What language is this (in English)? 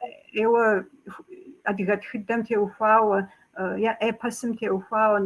Kabardian